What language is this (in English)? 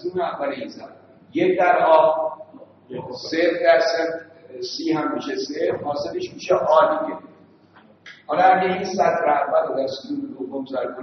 Persian